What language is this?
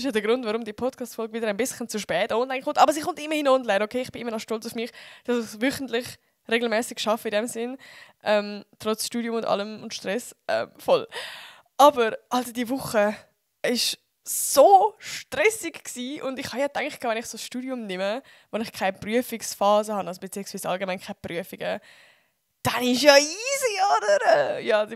Swiss German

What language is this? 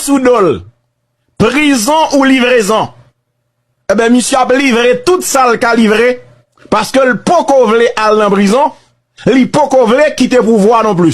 Haitian Creole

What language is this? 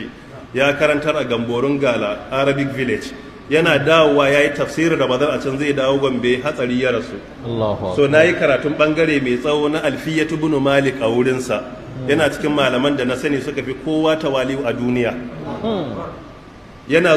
Hausa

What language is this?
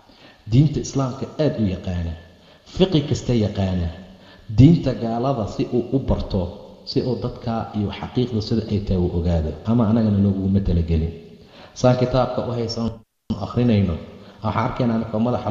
Somali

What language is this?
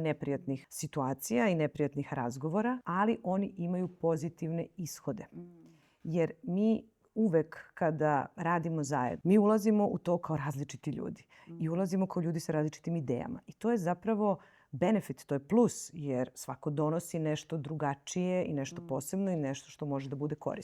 Macedonian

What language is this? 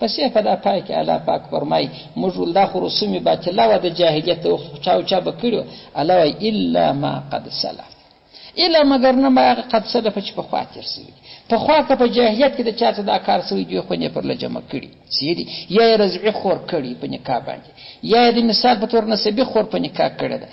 Pashto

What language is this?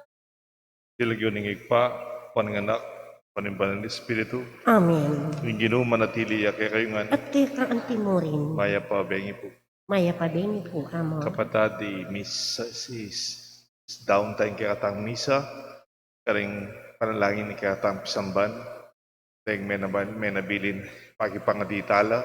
Pampanga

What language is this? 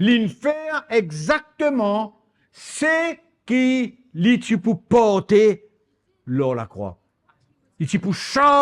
Morisyen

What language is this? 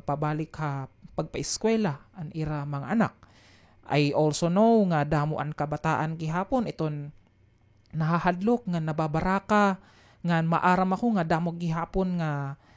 Waray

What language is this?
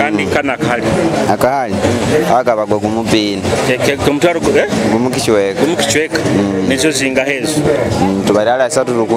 Nyoro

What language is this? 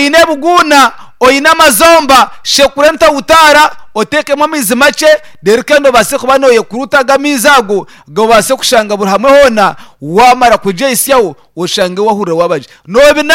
Nyankole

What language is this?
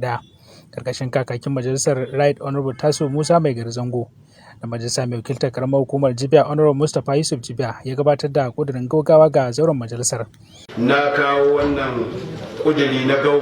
Hausa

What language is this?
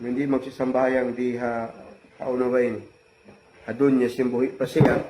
Tausug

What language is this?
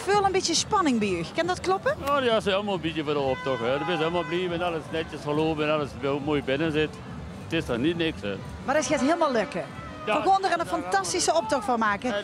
Limburgish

